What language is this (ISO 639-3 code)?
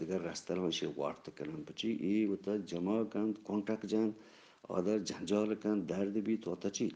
bgp